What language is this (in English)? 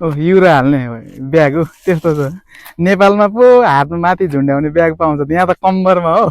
Nepali